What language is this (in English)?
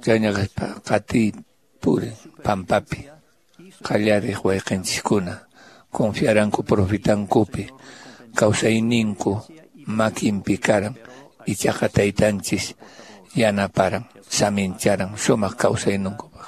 Quechua